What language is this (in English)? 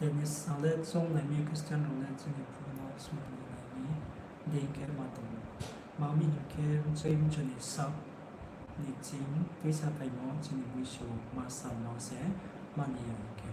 Riang (India)